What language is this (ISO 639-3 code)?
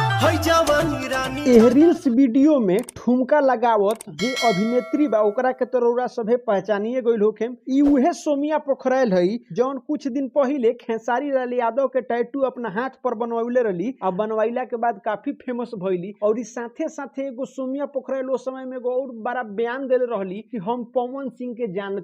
bho